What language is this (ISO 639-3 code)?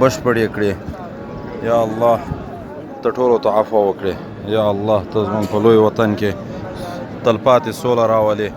pus